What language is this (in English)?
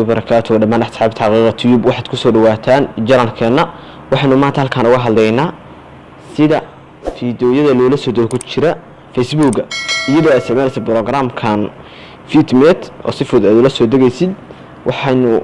Somali